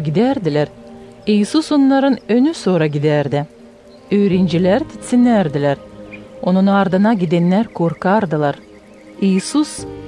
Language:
Gagauz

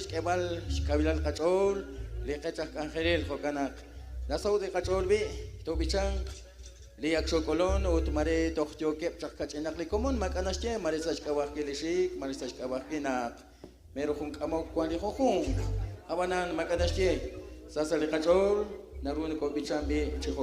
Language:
Kekchí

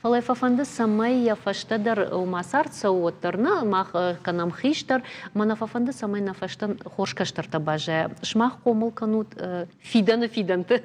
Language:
Ossetic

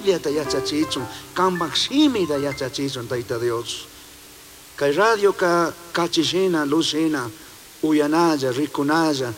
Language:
Chimborazo Highland Quichua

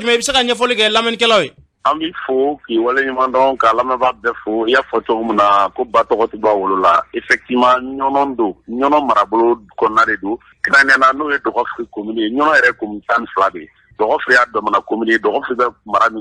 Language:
Bambara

